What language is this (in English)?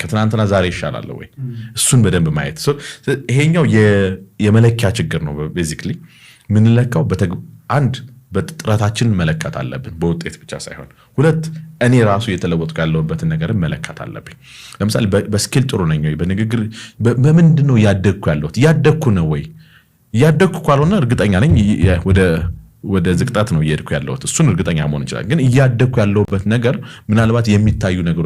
Amharic